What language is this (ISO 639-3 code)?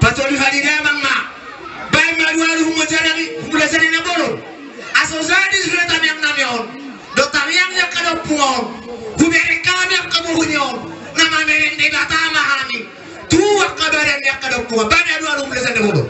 bbc